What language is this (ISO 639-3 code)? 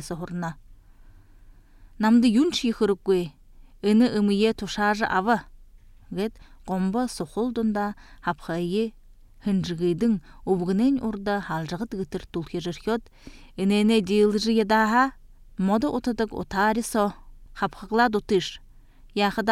bua